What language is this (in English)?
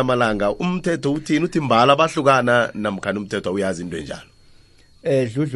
South Ndebele